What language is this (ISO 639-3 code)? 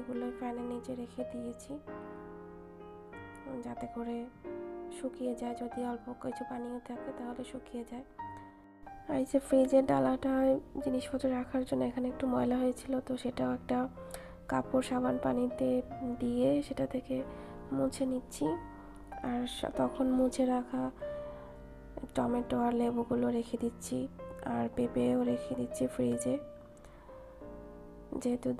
ben